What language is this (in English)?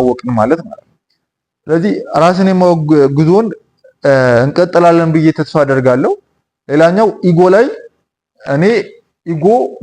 Amharic